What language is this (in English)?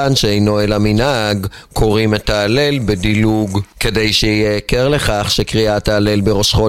Hebrew